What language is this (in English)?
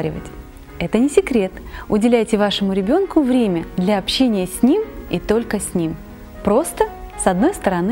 Russian